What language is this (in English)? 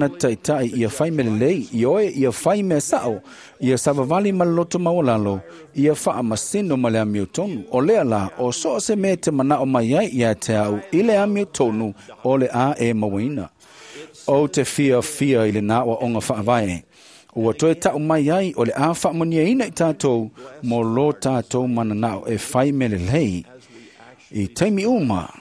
Samoan